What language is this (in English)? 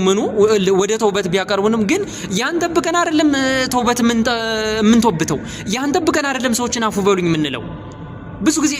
Amharic